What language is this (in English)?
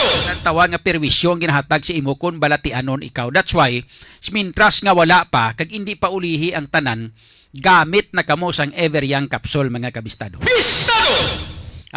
Hiligaynon